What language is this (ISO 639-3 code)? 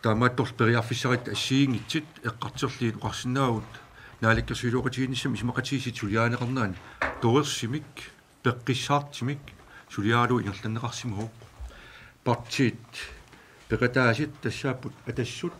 kal